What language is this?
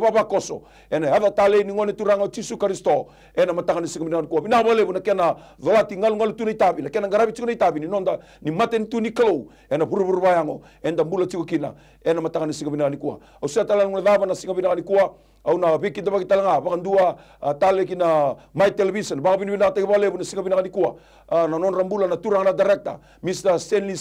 Fijian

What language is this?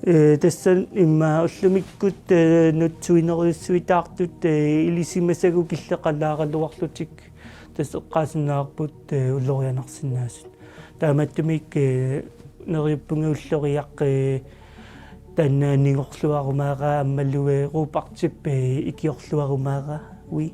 Kalaallisut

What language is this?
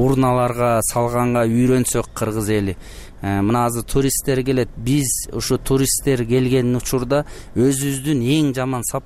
Kyrgyz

